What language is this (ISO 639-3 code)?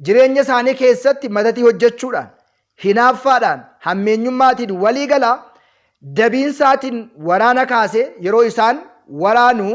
orm